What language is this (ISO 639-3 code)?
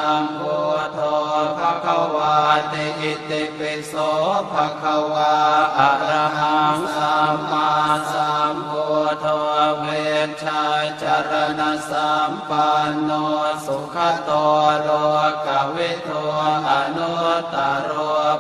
pli